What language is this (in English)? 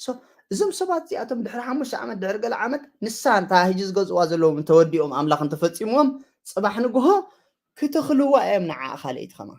Tigrinya